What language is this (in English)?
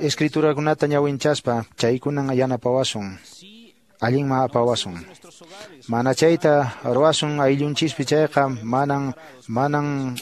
Quechua